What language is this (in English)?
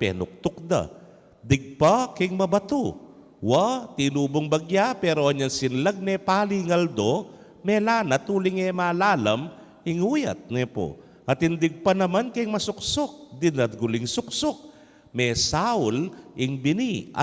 Pampanga